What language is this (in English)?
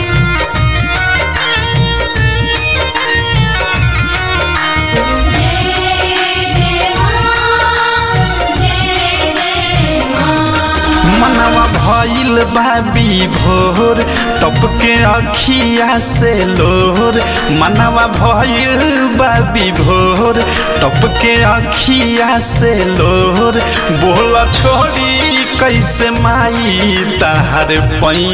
Bhojpuri